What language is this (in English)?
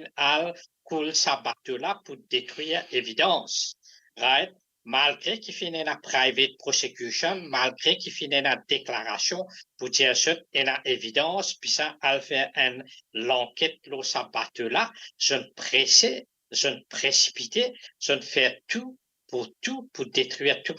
Morisyen